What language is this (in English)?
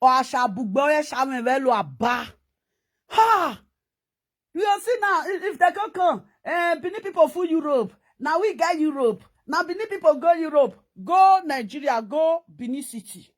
Nigerian Pidgin